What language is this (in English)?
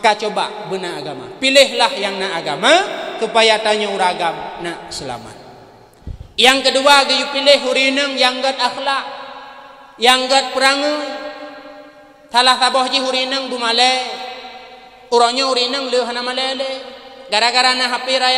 Achinese